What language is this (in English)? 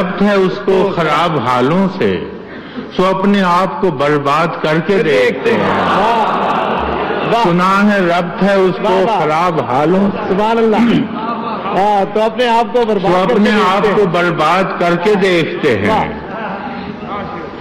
Urdu